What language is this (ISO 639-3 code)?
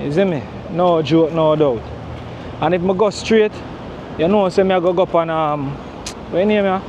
jam